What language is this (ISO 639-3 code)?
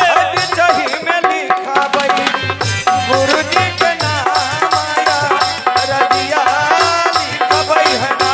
mai